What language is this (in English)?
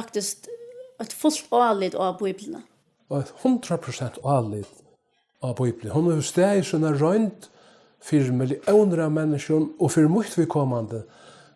Faroese